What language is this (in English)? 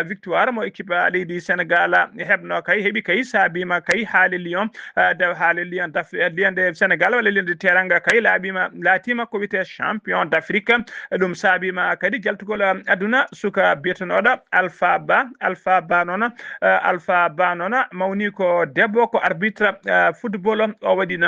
Fula